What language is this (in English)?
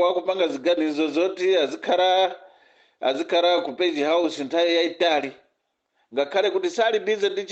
Nyanja